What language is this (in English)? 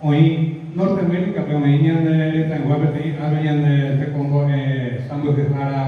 Guarani